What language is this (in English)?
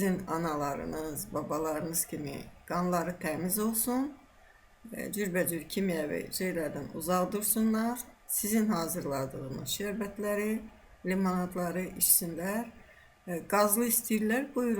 Azerbaijani